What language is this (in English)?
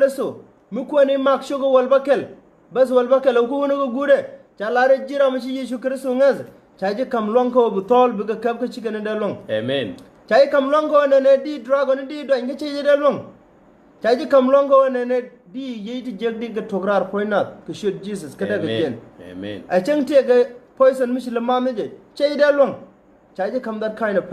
Nuer